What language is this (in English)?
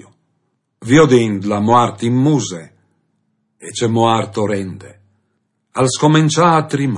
Friulian